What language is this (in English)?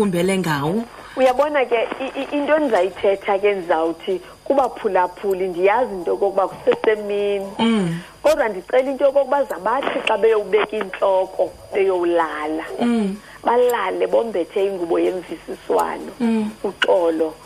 Xhosa